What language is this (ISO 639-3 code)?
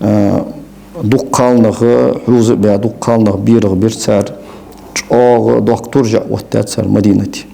inh